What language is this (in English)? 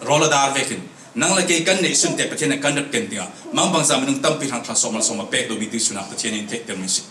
Falam Chin